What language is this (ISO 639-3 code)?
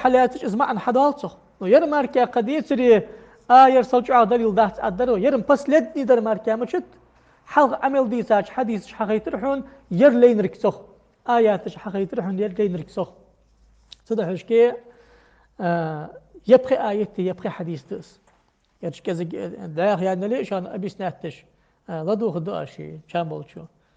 inh